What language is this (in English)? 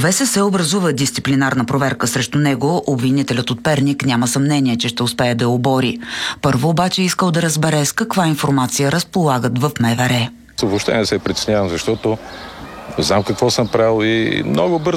Bulgarian